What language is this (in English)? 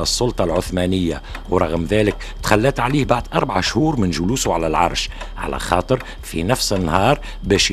Tunisian Arabic